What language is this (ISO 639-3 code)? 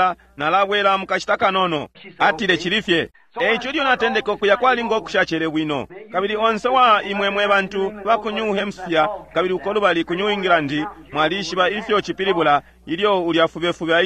bem